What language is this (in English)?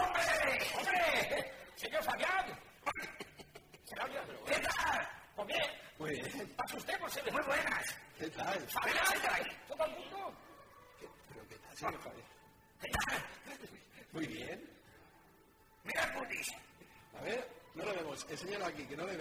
Spanish